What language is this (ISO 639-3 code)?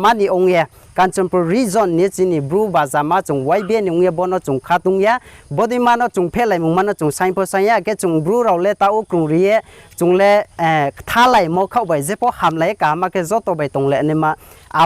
trp